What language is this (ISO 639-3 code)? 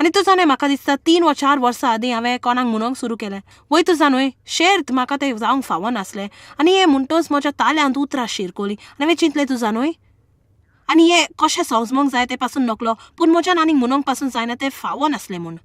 kok